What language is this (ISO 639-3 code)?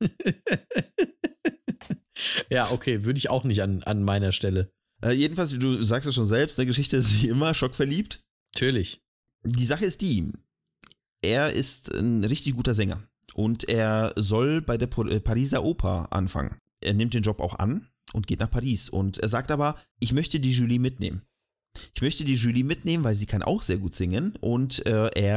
deu